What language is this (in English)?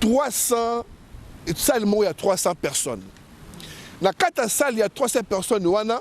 Lingala